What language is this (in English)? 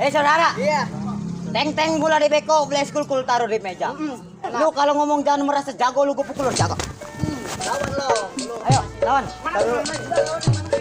Betawi